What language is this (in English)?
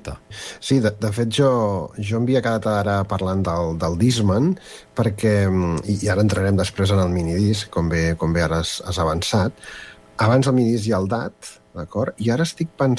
Catalan